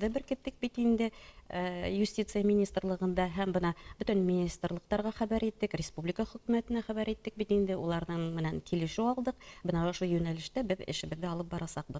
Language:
Bashkir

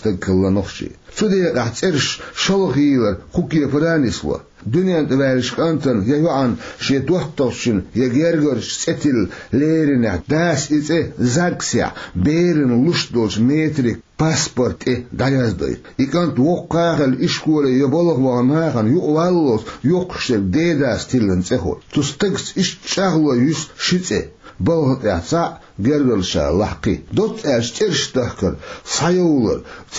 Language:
Chechen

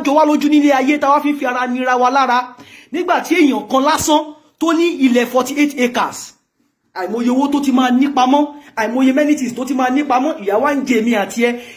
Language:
Yoruba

